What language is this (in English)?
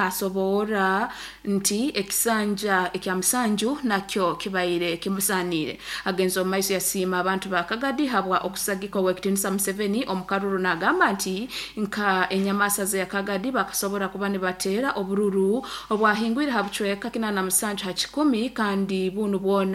Nyoro